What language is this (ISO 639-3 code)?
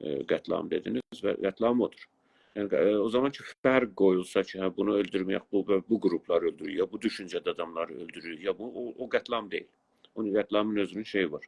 azb